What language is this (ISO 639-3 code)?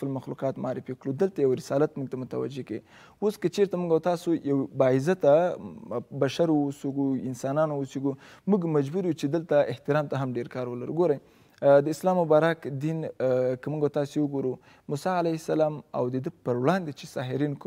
pus